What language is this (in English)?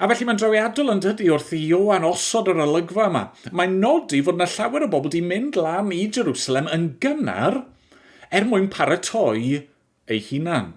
Welsh